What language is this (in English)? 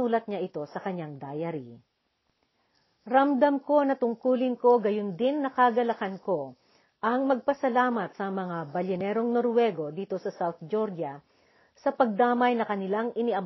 Filipino